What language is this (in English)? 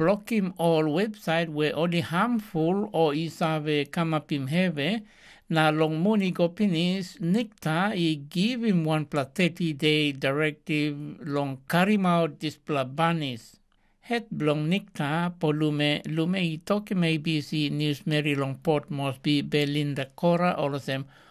Tok Pisin